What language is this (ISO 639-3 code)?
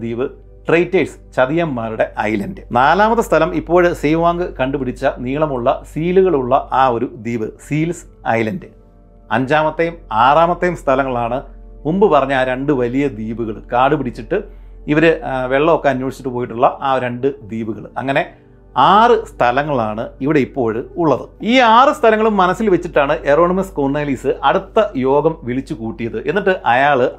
mal